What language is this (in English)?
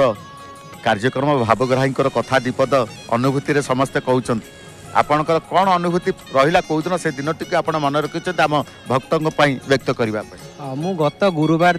Odia